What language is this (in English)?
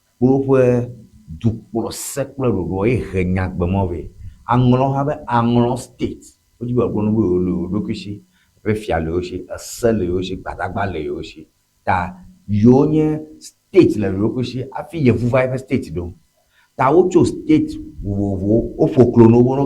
Ewe